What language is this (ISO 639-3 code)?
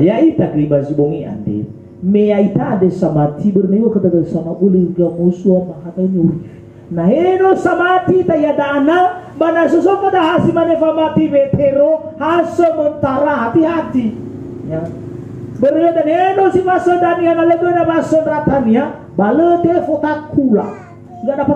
nia